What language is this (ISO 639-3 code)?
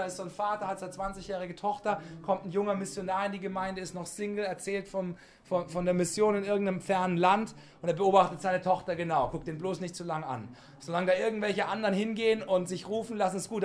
deu